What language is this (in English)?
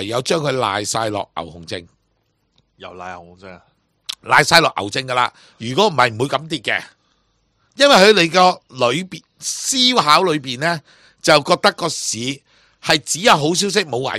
Cantonese